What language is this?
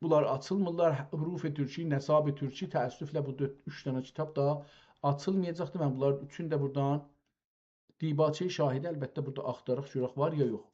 South Azerbaijani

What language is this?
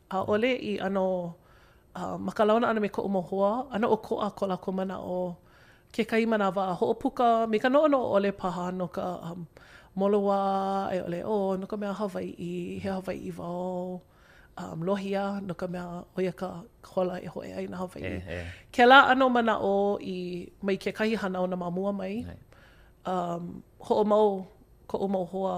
Hawaiian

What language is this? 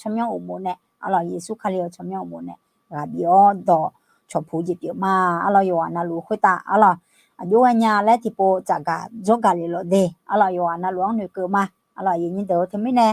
Akha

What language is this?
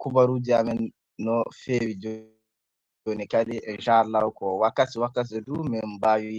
Nigerian Fulfulde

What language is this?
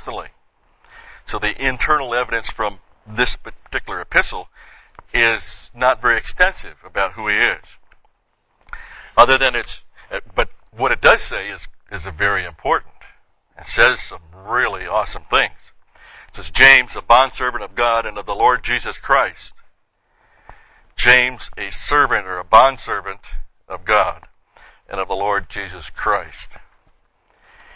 English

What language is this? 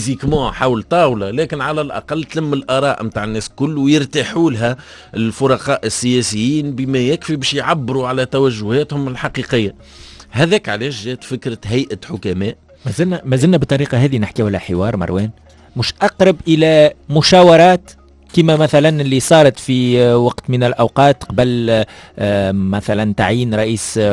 Tunisian Arabic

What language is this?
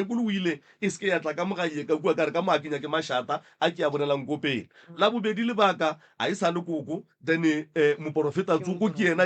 Northern Sotho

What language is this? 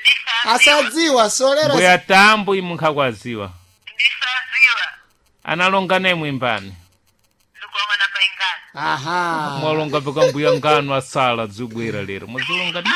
Sena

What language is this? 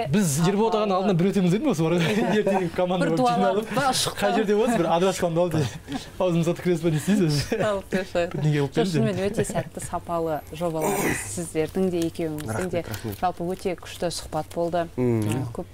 Kazakh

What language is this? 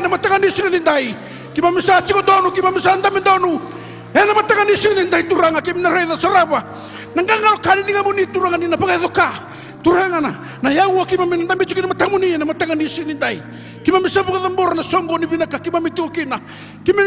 Fijian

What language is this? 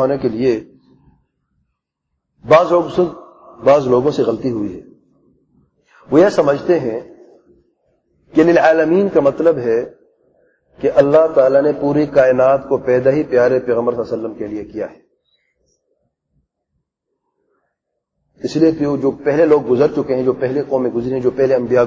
Urdu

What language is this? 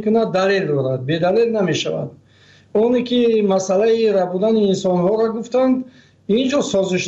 Persian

